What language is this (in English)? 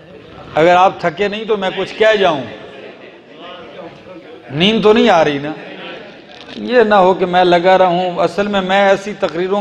Urdu